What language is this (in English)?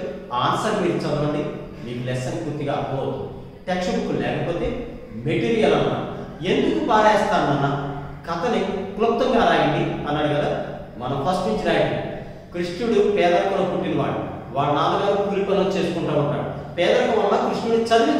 Telugu